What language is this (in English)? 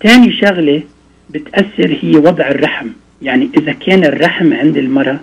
North Levantine Arabic